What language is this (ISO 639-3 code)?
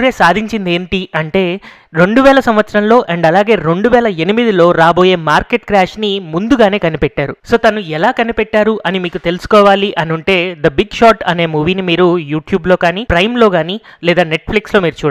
tel